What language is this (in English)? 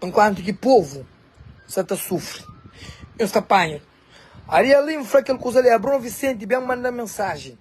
Kabuverdianu